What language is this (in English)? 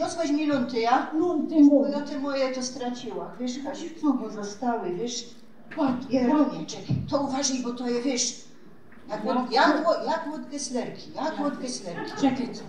Silesian